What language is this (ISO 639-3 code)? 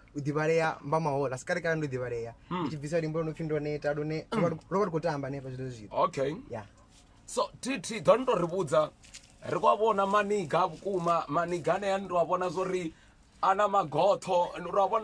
ven